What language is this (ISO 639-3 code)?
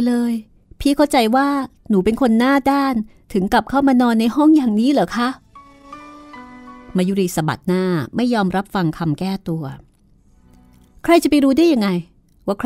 tha